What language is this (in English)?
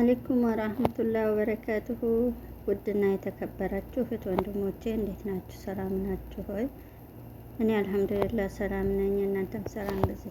Amharic